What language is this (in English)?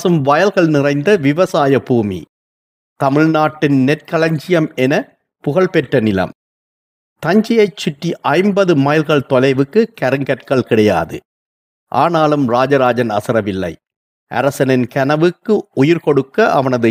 Tamil